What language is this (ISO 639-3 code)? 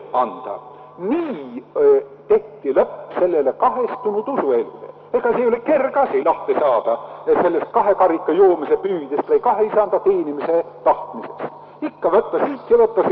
est